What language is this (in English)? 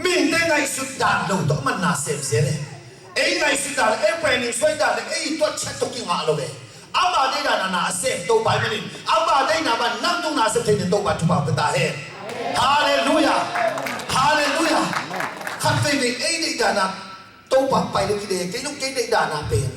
Tedim Chin